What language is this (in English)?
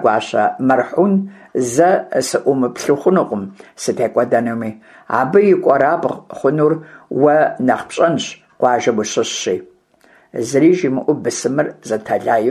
Kabardian